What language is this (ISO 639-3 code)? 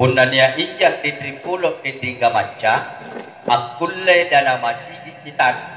mak